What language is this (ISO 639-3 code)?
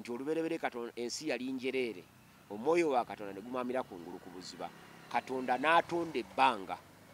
lug